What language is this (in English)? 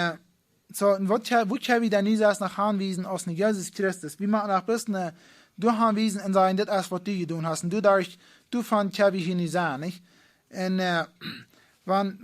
Plautdietsch